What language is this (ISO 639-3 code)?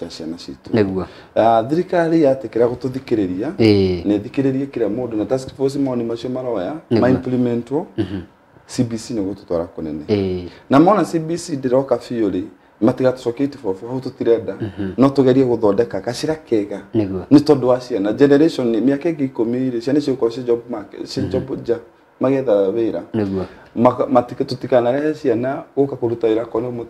kik